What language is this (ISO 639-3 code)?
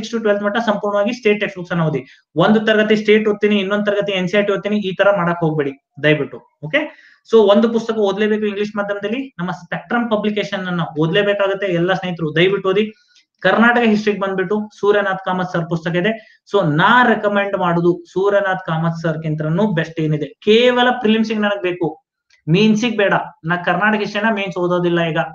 kan